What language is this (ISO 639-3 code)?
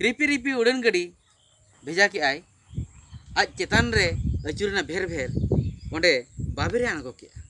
sat